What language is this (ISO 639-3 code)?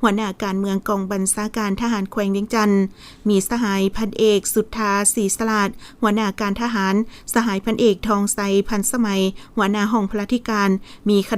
lao